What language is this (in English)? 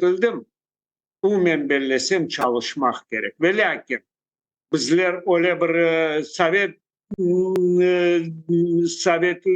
Crimean Tatar